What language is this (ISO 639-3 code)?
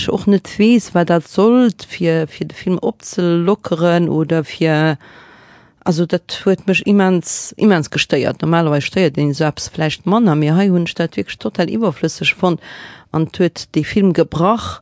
ltz